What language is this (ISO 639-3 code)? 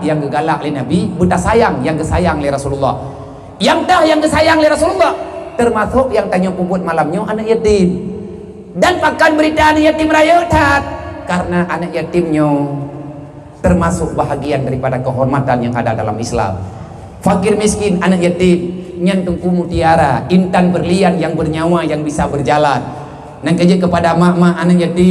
ace